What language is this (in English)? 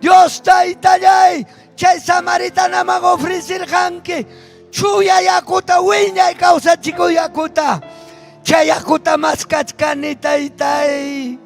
Ayacucho Quechua